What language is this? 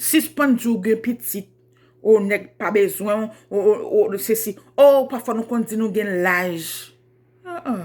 Haitian Creole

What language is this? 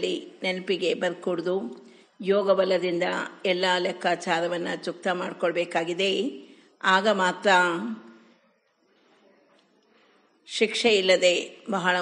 Kannada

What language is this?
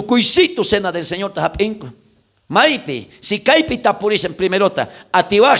South Bolivian Quechua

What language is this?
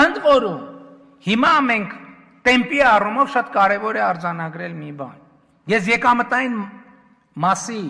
Armenian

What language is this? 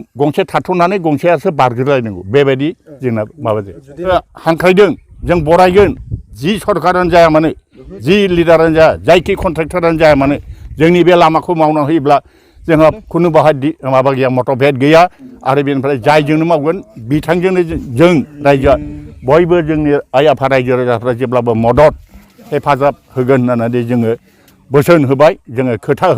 Bodo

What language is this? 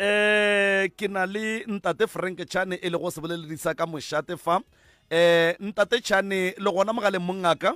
Northern Sotho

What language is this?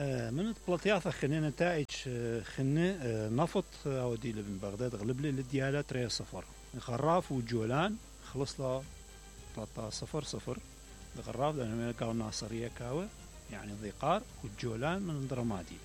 Mesopotamian Arabic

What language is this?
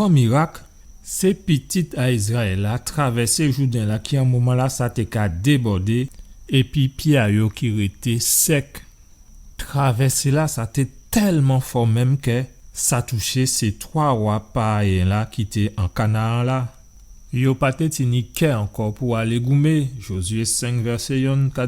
Guadeloupean Creole French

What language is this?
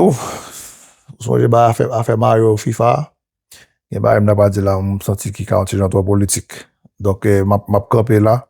Haitian Creole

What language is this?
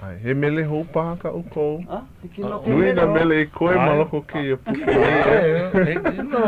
Hawaiian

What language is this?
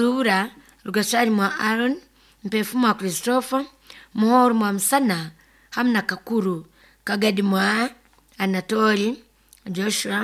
Nyoro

